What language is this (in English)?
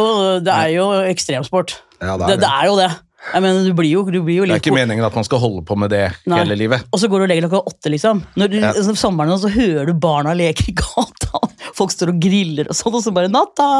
Norwegian